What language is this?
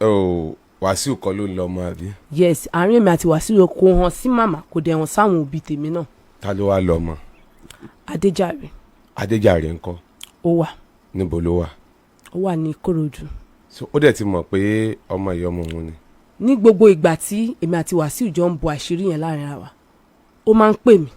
Yoruba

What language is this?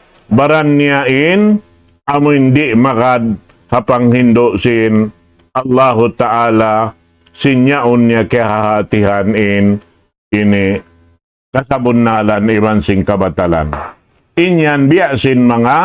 Tausug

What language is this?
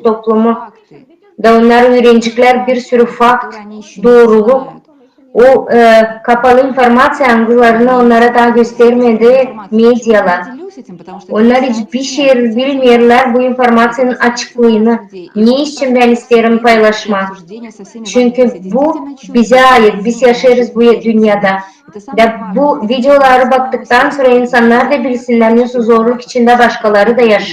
Gagauz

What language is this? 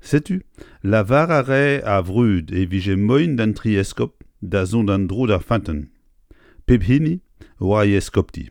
Breton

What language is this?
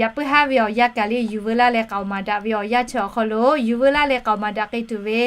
Lahu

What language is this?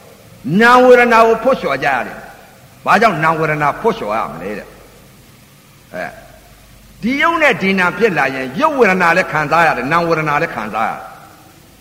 Burmese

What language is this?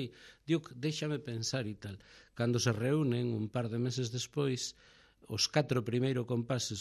Galician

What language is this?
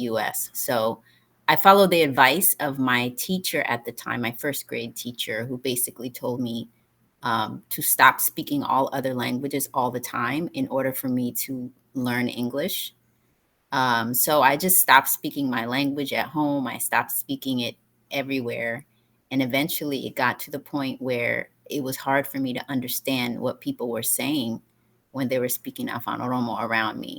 English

